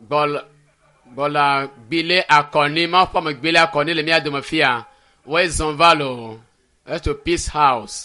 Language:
Ewe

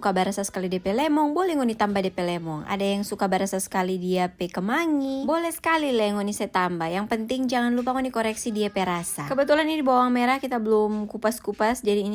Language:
Manado Malay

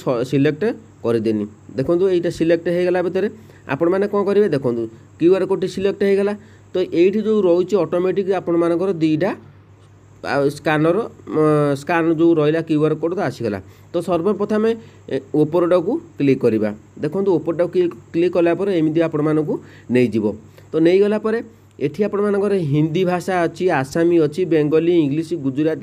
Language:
Odia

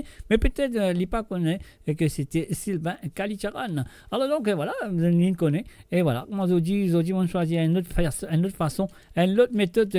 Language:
Morisyen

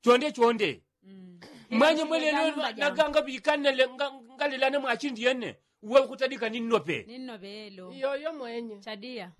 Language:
Yao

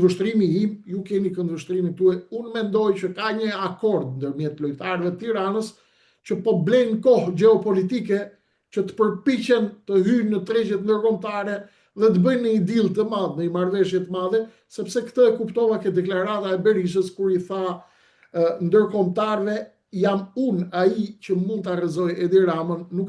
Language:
Albanian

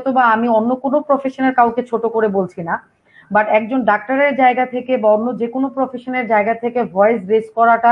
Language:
Bangla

